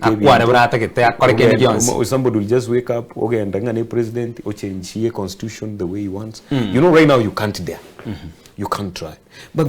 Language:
Gusii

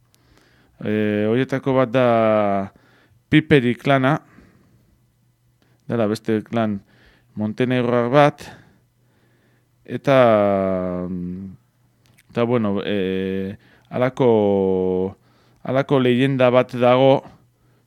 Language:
Basque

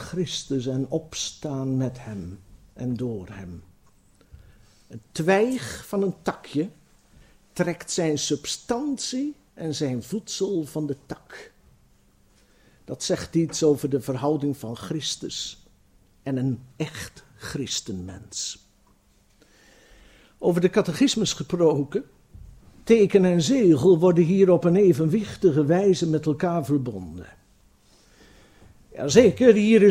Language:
Dutch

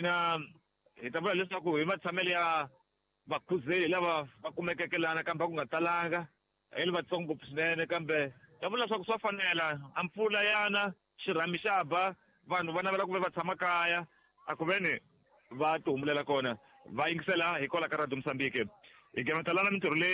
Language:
Tsonga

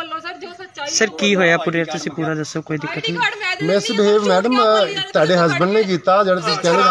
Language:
Punjabi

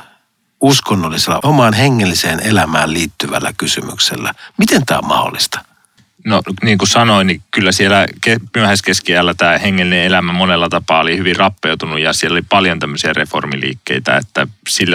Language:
Finnish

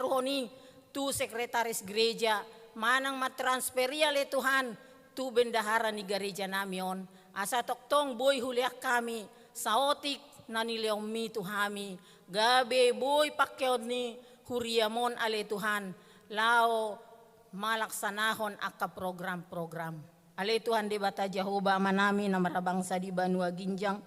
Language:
Batak Toba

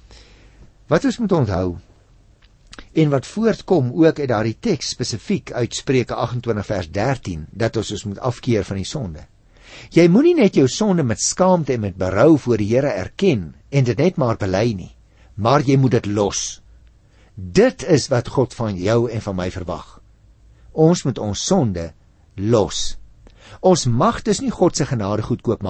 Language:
Afrikaans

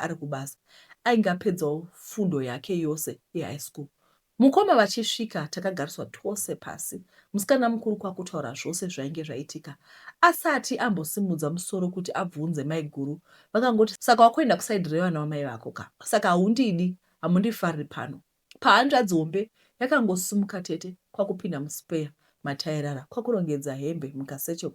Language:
Shona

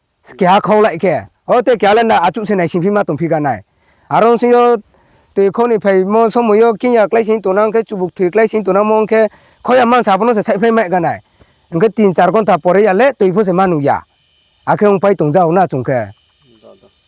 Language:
Riang (India)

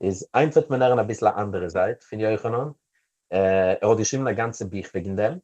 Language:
Yiddish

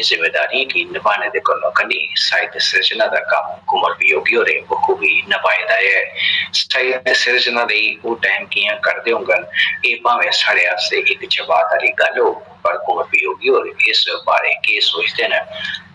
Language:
Dogri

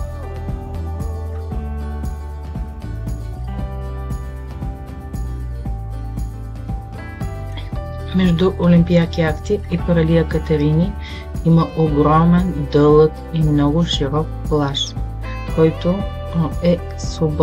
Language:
Bulgarian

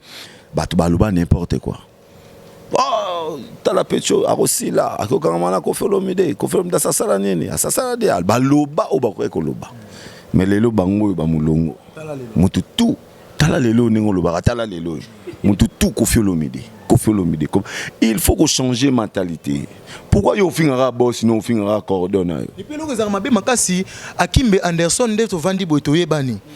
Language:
Lingala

